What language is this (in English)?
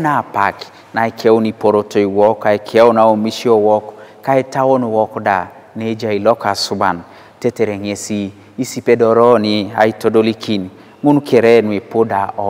Teso